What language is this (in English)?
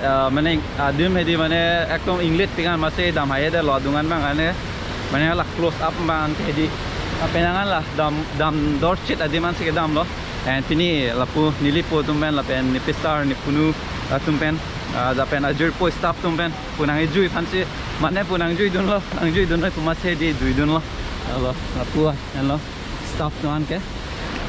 Karbi